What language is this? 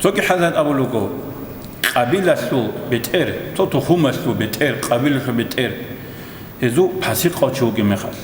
Avaric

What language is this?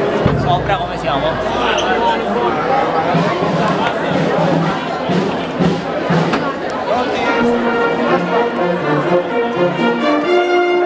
Italian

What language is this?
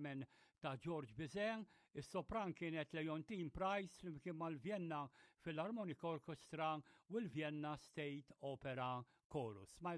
Maltese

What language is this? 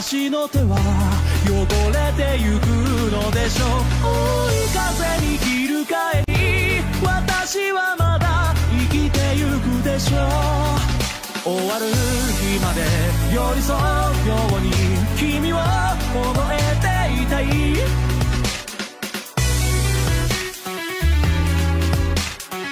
Japanese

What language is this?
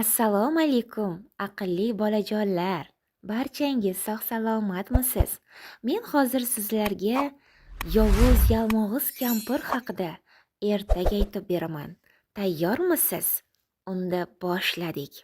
Uzbek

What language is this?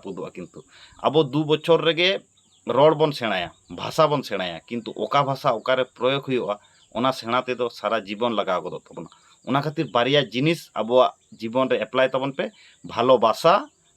Santali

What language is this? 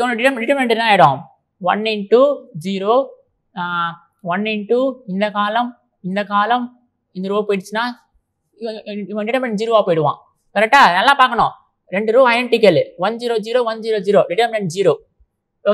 Tamil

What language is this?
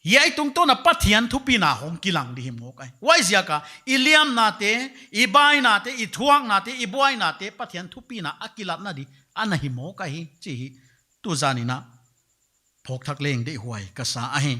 Paite Chin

